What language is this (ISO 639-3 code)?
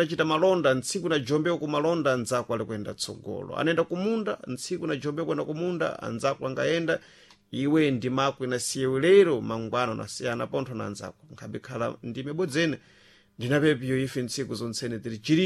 seh